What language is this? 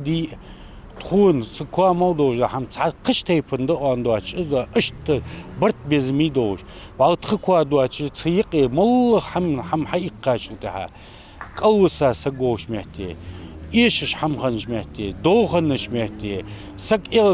Ingush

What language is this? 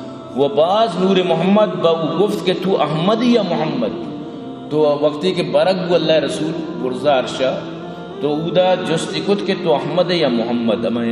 Baluchi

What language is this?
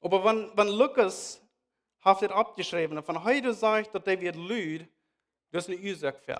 Plautdietsch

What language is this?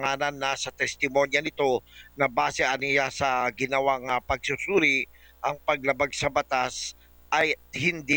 Filipino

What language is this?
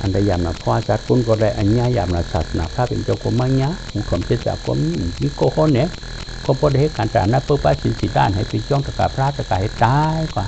Shan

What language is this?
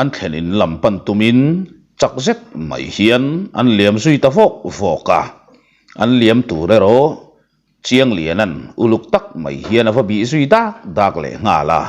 Mizo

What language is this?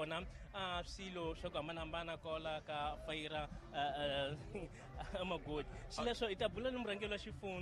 Tsonga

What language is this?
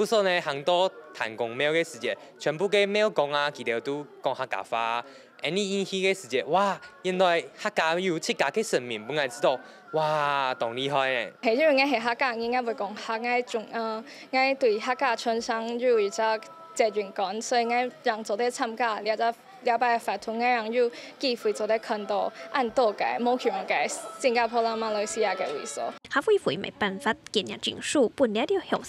Hakka Chinese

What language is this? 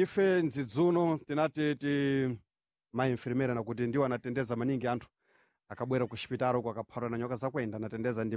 Sena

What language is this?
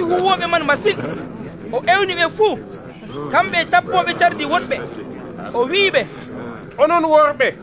Nigerian Fulfulde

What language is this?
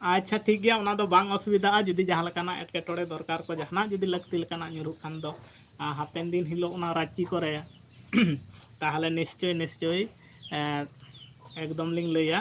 Santali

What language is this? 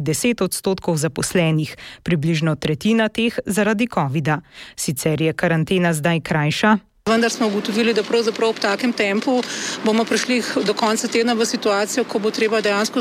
Slovenian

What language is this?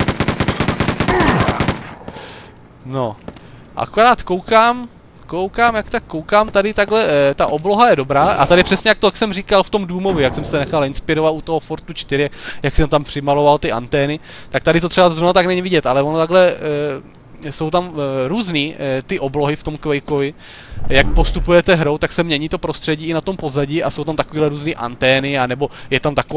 Czech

